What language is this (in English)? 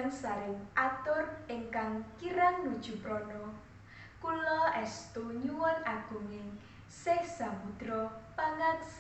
Javanese